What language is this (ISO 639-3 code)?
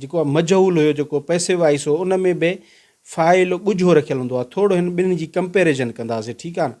snd